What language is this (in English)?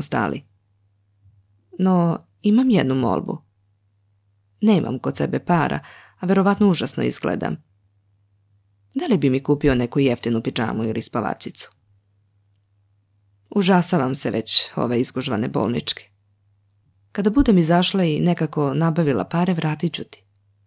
Serbian